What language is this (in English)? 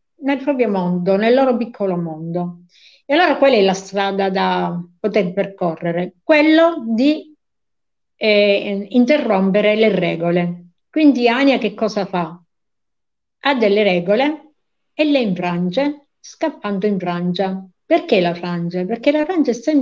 Italian